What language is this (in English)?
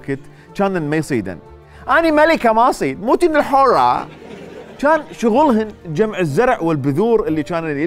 Mesopotamian Arabic